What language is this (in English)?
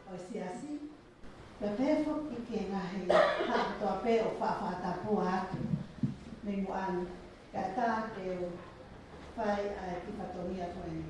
Tongan